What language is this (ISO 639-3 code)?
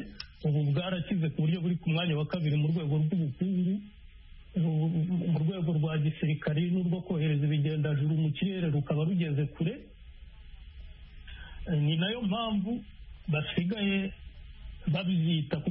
kin